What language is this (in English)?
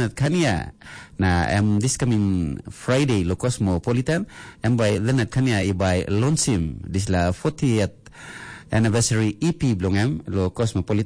Tok Pisin